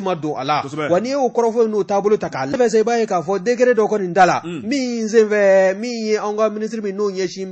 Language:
Bambara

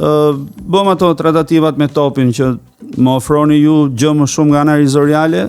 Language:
Albanian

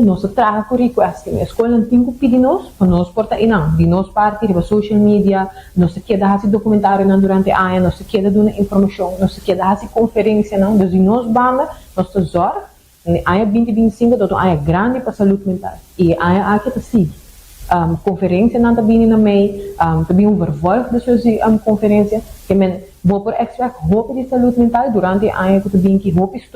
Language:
Papiamento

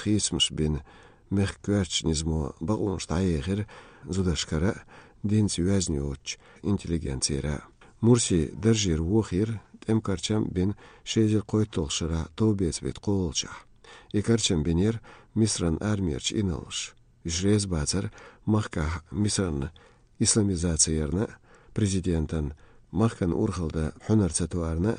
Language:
Chechen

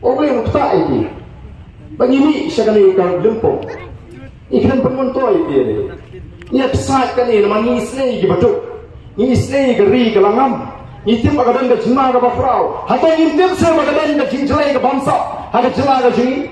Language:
Khasi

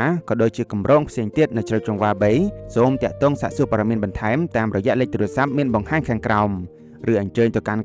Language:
Khmer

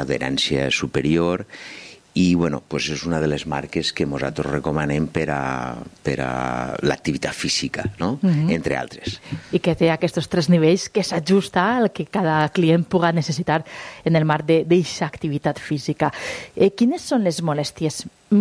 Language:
Catalan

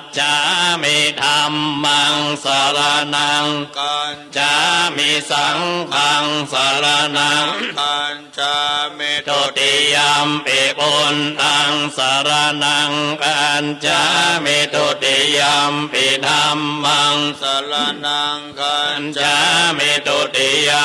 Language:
Pali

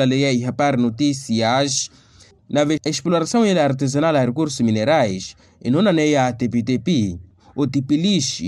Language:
Makhuwa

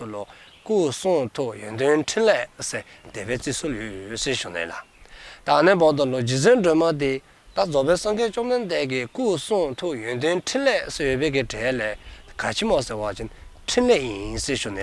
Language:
Dzongkha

